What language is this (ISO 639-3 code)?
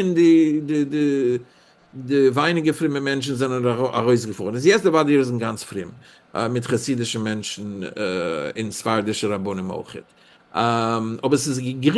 yid